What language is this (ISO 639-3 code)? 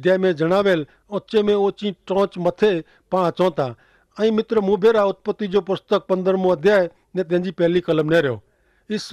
kfr